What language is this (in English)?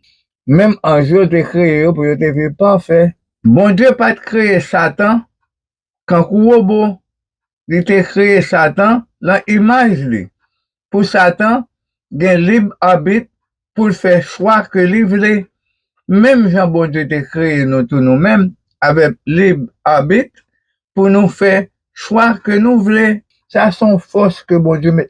Haitian Creole